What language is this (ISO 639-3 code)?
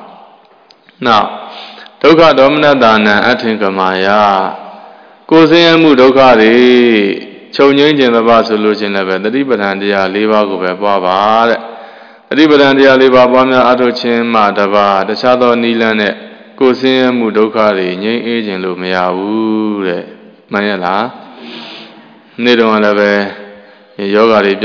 mya